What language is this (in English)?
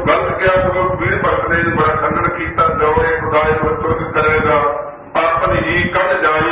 Punjabi